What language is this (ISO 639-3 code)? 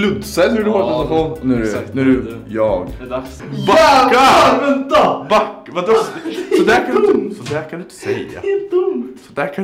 swe